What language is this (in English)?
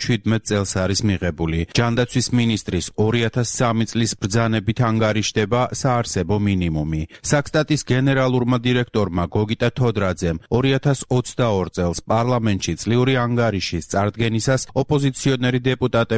Georgian